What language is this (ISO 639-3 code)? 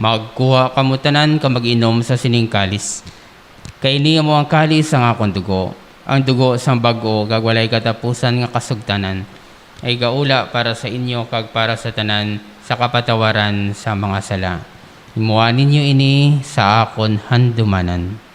hil